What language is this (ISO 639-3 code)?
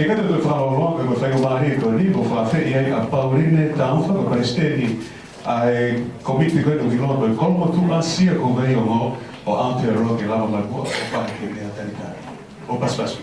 ton